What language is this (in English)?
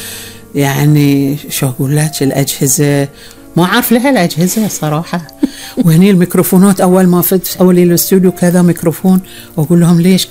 Gulf Arabic